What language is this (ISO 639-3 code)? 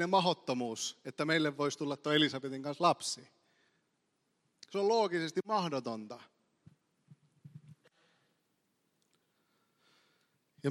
fin